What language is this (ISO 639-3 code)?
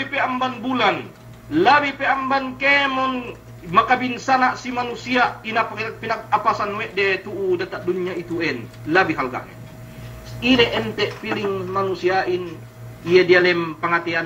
yka